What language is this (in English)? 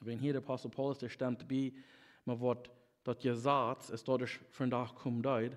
Plautdietsch